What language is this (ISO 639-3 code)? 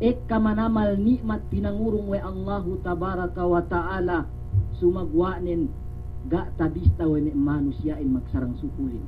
yka